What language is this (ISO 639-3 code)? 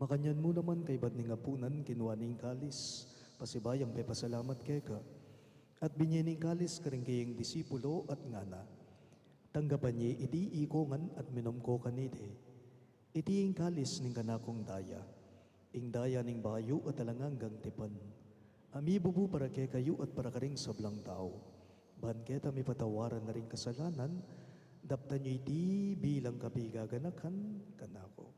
pam